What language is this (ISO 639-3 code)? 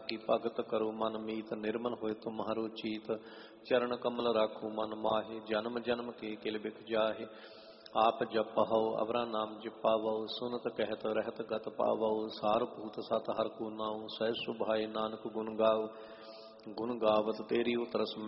pan